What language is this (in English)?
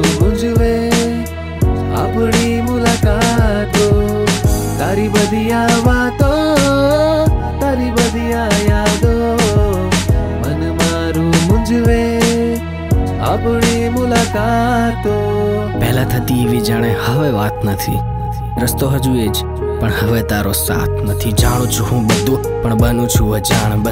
Gujarati